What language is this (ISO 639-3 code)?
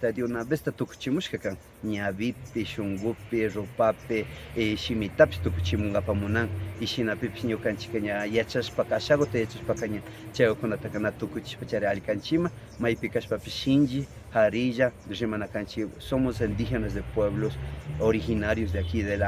qvi